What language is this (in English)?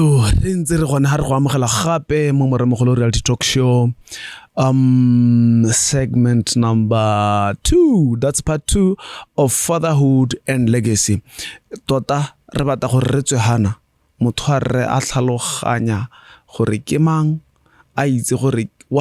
Tswana